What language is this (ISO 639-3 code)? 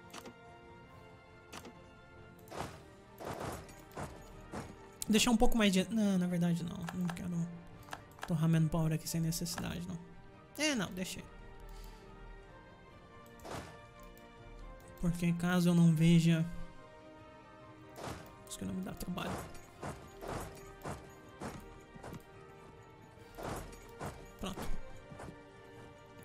por